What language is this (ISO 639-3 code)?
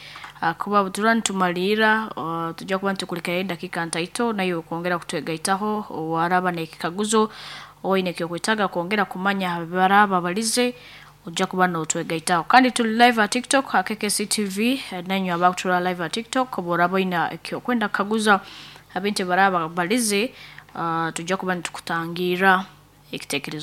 nyn